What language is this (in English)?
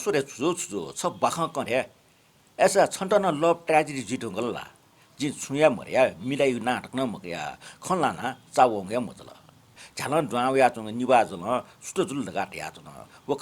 Newari